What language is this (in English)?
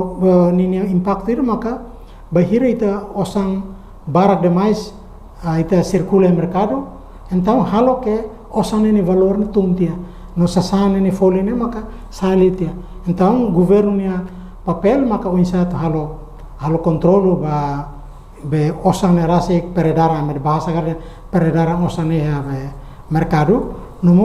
Tetum